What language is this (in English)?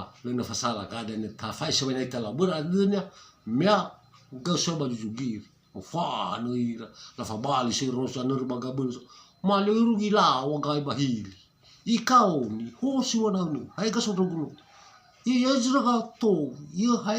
Nias